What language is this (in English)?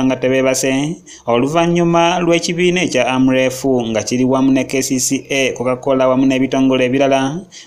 Ganda